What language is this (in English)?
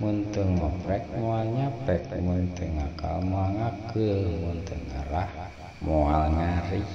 Sundanese